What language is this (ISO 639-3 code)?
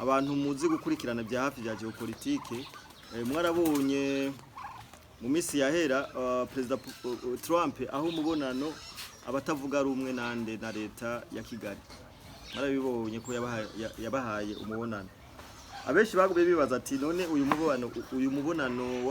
run